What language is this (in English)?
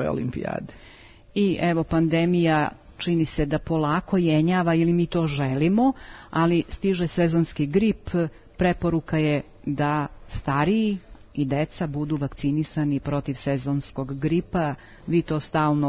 Serbian